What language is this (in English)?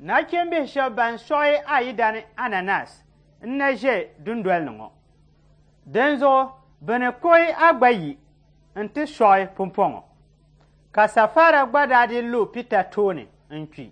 Dagbani